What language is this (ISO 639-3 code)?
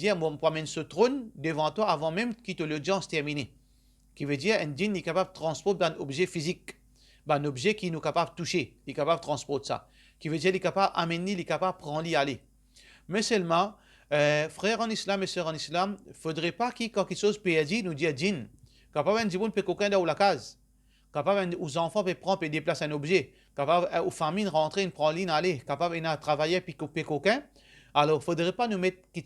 mfe